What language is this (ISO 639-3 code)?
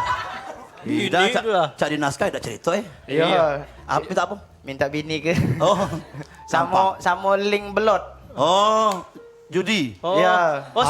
mui